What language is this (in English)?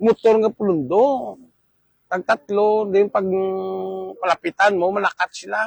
Hiligaynon